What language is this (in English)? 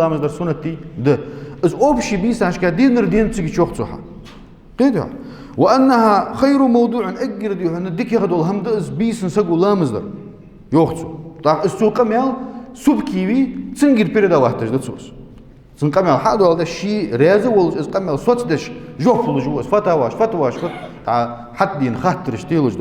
Ingush